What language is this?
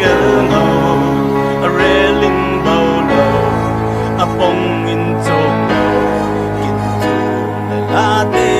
Falam Chin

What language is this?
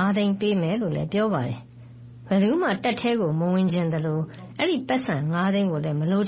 Burmese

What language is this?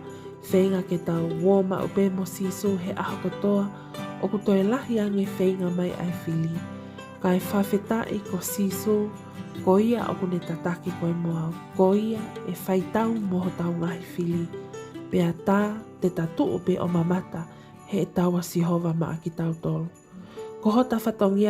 Tongan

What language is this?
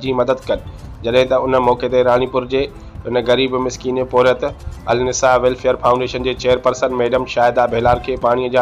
Sindhi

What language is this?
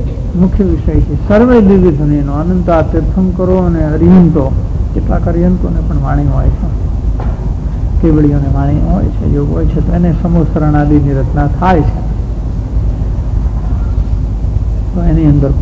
Gujarati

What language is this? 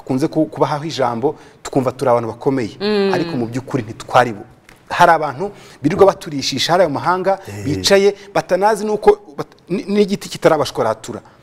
Kinyarwanda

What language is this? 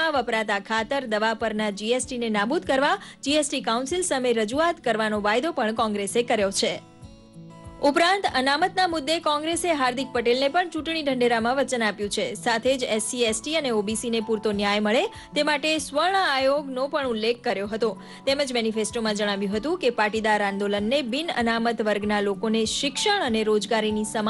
Gujarati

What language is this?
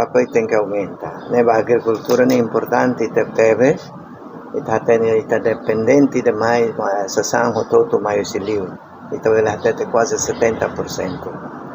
Tetum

